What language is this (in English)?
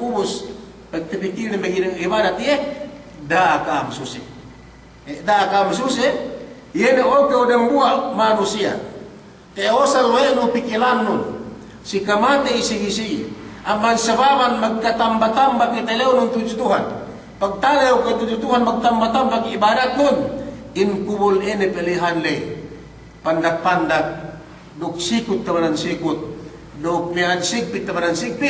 Yakan